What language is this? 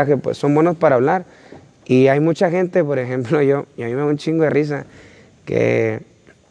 Spanish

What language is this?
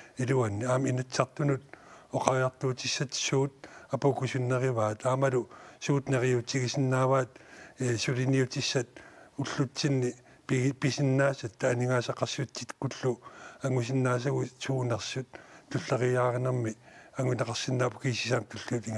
Kalaallisut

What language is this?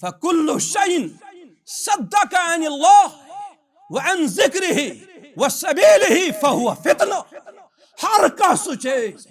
Kashmiri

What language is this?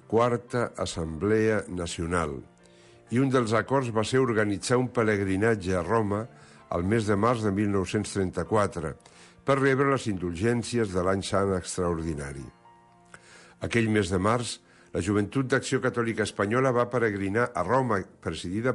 Catalan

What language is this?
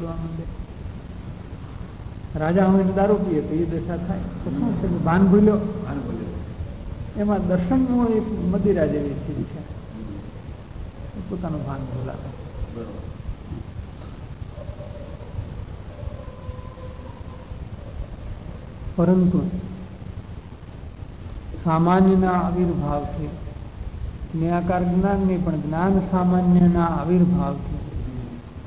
Gujarati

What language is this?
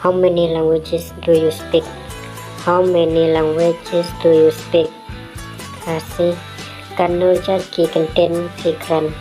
Khasi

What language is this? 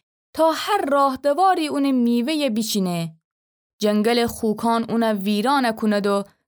Gilaki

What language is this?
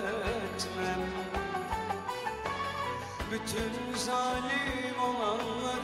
Turkish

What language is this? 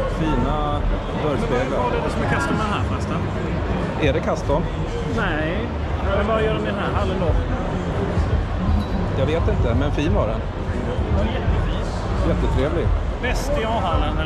Swedish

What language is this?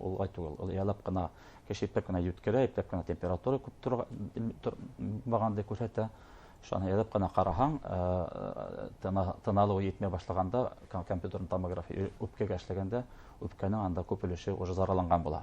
Bashkir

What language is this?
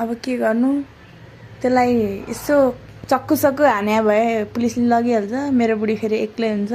Nepali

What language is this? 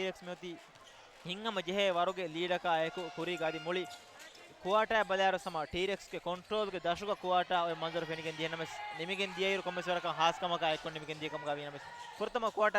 Divehi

